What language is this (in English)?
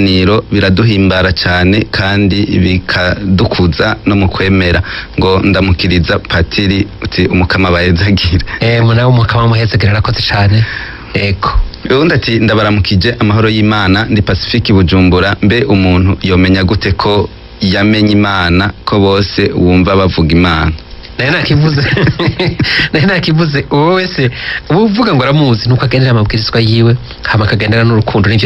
Rundi